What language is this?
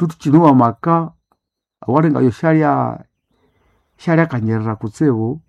Nande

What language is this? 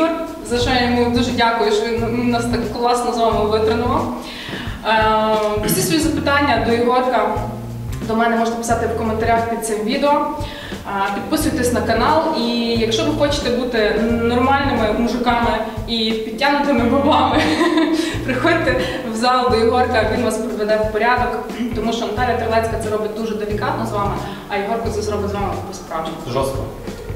Ukrainian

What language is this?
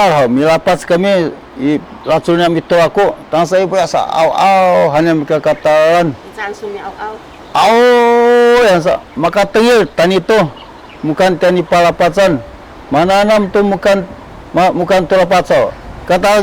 Sakizaya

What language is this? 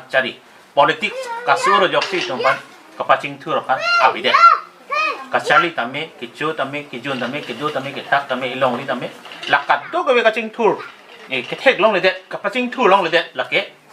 Karbi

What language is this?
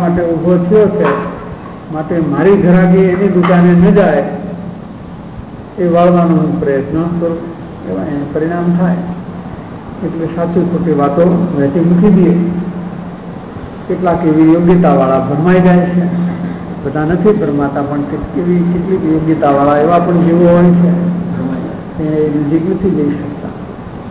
Gujarati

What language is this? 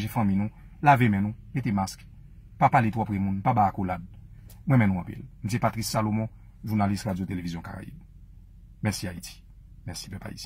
Haitian Creole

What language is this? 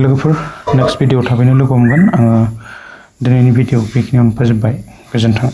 Bodo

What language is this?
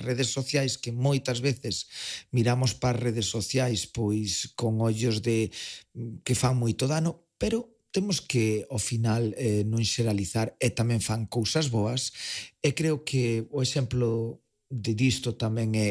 Galician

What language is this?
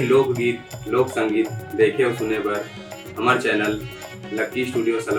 Chhattisgarhi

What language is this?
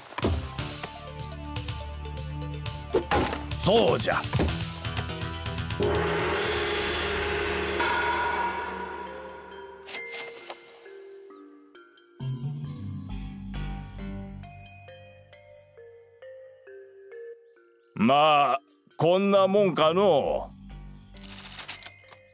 Japanese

